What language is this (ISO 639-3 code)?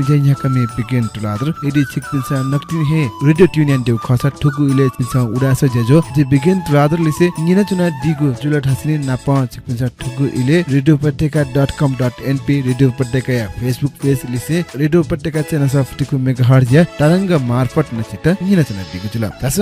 new